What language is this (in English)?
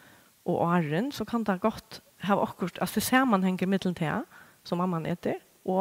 Faroese